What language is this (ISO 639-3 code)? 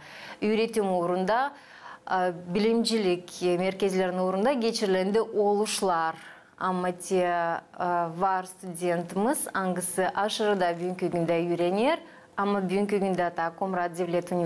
gag